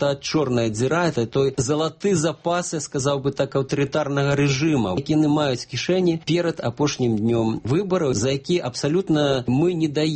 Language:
Belarusian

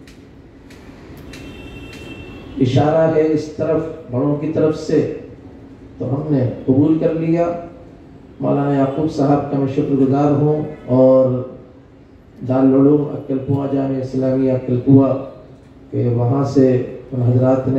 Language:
Urdu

